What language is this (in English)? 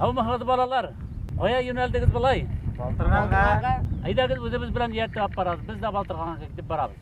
Bashkir